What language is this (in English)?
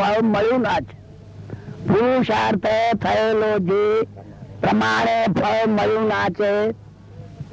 Gujarati